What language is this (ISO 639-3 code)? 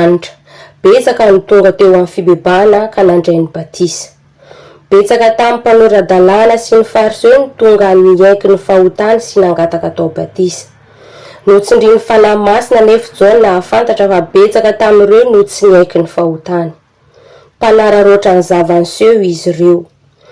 mlg